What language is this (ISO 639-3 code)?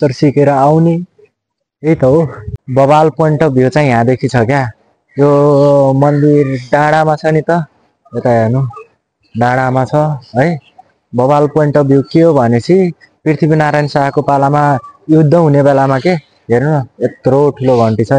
nep